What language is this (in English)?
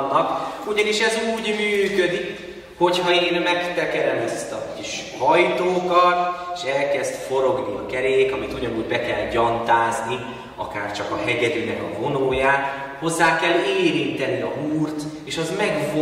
Hungarian